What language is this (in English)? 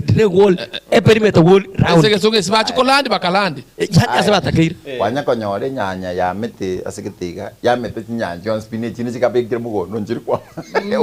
Gusii